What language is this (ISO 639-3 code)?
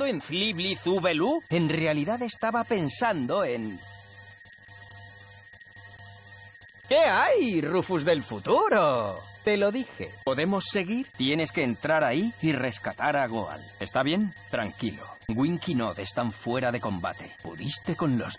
spa